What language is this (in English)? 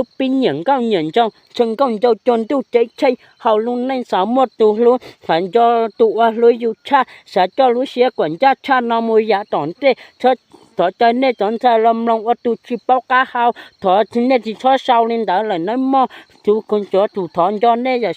Hmong